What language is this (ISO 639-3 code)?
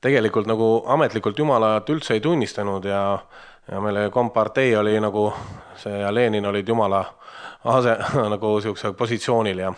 est